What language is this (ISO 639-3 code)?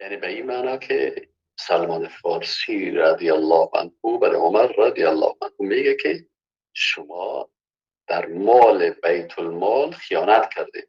fas